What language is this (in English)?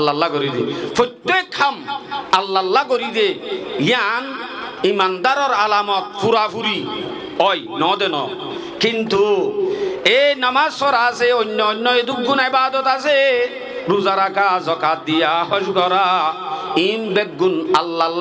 Rohingya